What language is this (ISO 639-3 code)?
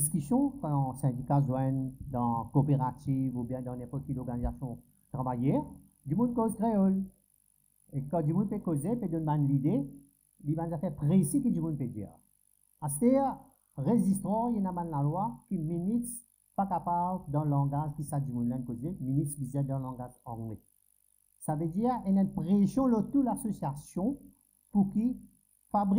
mfe